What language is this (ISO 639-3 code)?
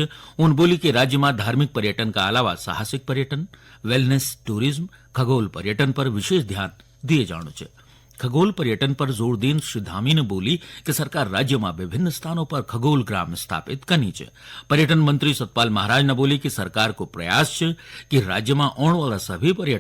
gbm